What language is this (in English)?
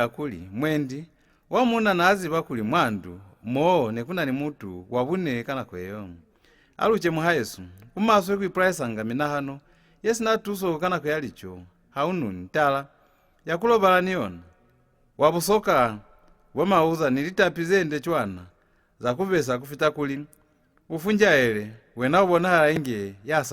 Lozi